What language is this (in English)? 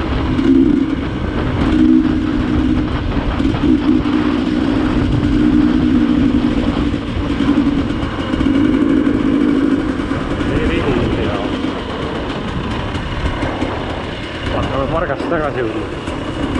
Estonian